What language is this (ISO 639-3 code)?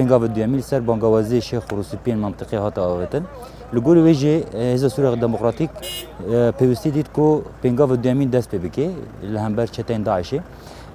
kur